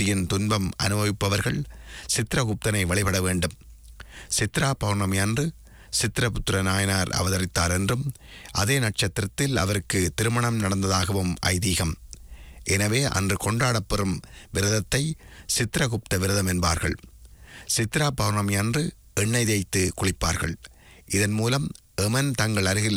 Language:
Tamil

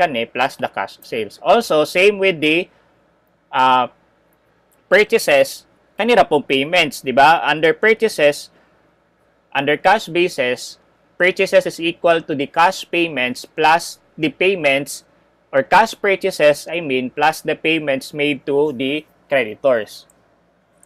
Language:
Cebuano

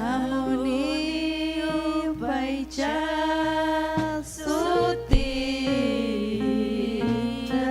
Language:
Ayacucho Quechua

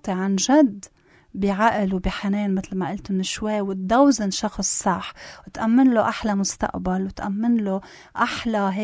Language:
North Levantine Arabic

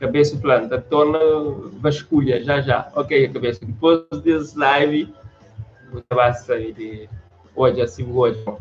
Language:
Kabuverdianu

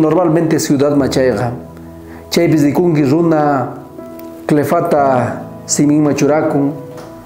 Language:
South Bolivian Quechua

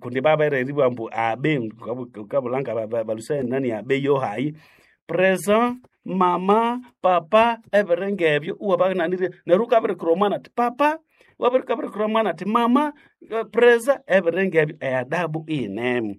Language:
Nande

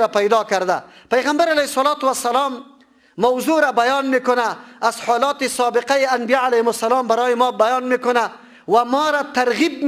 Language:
Persian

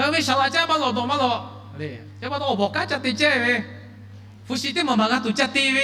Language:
Lahu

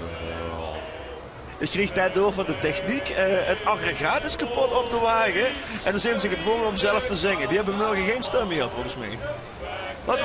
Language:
Limburgish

